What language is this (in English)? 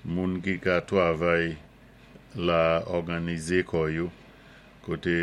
Saint Lucian Creole French